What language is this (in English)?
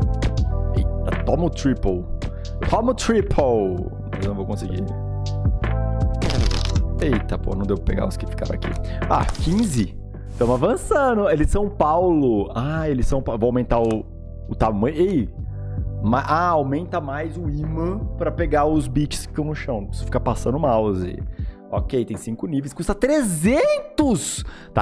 Portuguese